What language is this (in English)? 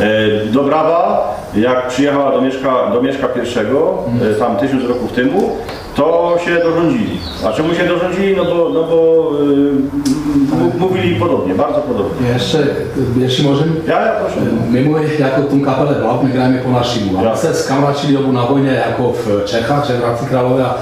Silesian